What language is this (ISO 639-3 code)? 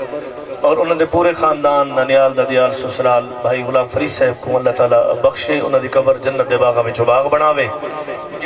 skr